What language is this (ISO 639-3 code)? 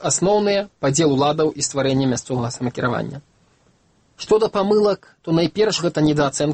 bel